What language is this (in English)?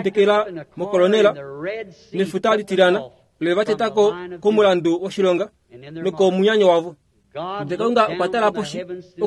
Kuanyama